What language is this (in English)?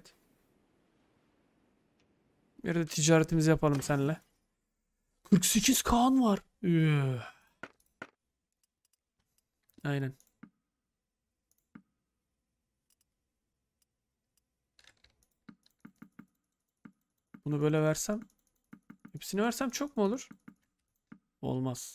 Turkish